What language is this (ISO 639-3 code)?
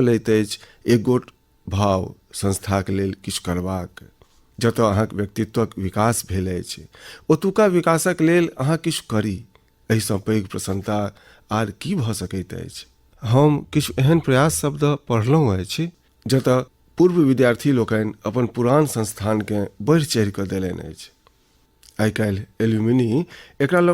mai